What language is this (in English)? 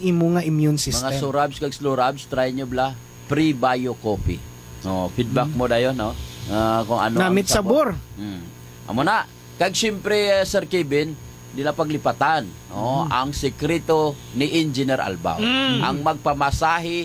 Hiligaynon